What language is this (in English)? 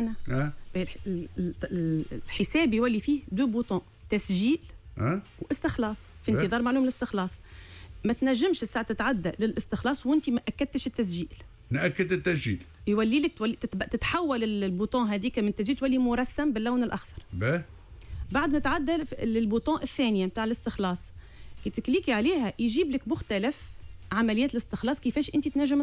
Tunisian Arabic